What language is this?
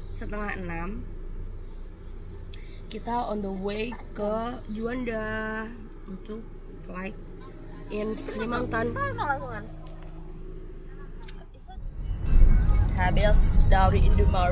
Indonesian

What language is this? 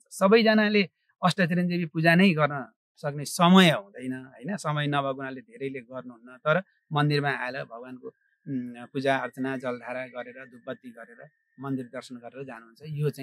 Nepali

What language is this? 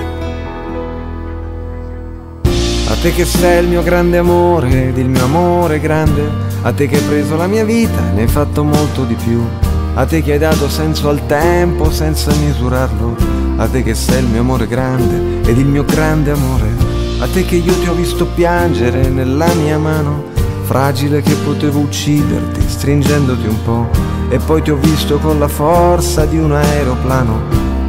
Italian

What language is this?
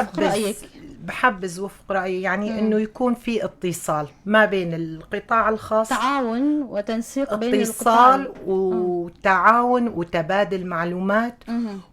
North Levantine Arabic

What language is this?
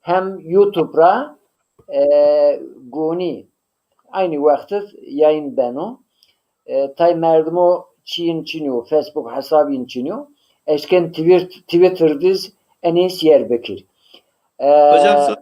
Zaza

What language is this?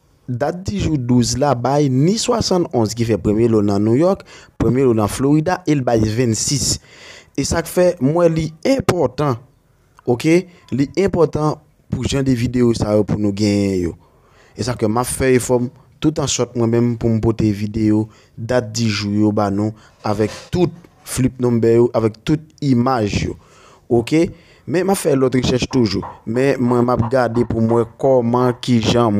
Haitian Creole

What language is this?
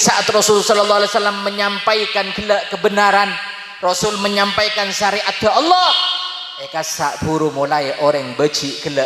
Madurese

